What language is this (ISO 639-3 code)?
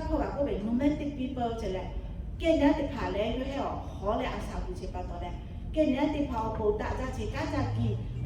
lhu